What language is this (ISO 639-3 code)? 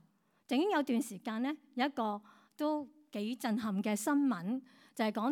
yue